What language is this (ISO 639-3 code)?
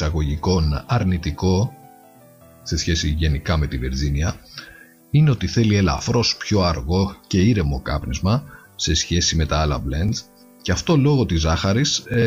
ell